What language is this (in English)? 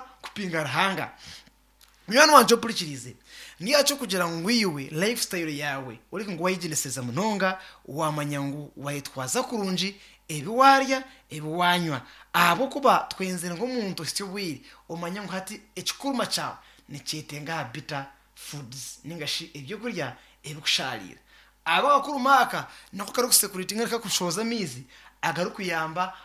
Nyankole